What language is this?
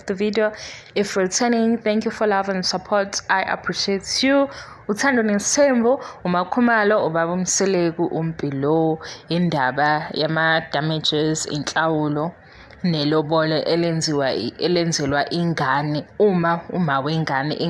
Zulu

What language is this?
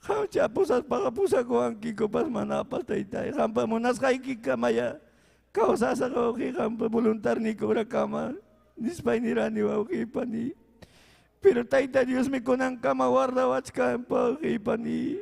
Ayacucho Quechua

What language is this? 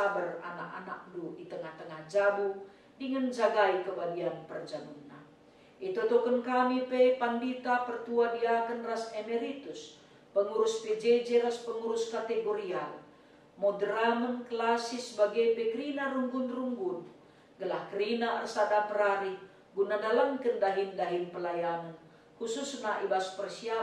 Batak Karo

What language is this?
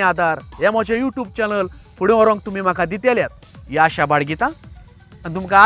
Konkani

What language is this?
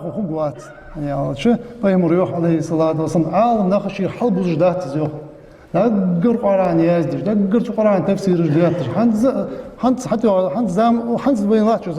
Ingush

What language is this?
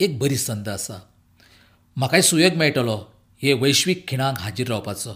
Konkani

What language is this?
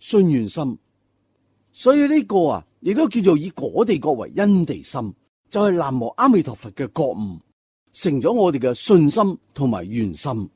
Cantonese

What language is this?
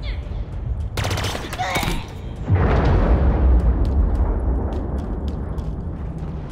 German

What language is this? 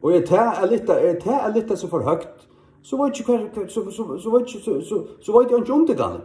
Faroese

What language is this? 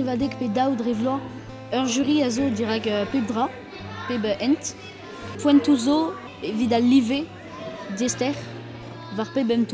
Breton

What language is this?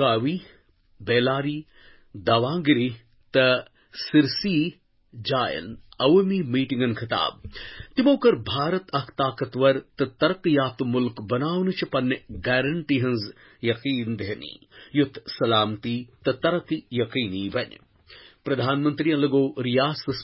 Kashmiri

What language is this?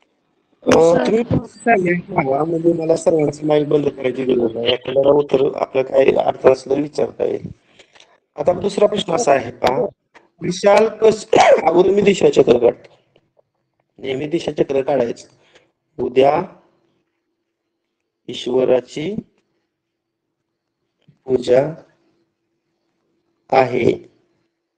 Marathi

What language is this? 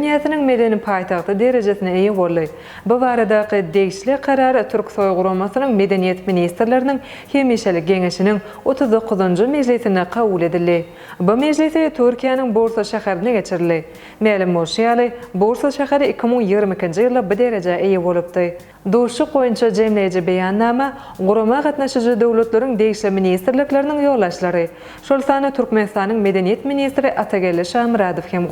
Turkmen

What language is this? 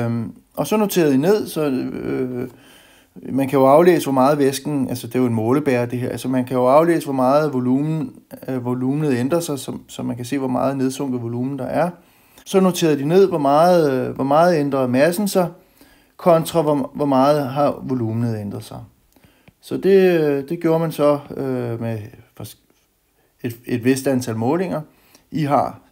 Danish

